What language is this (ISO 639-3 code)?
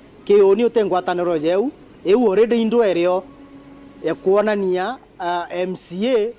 mer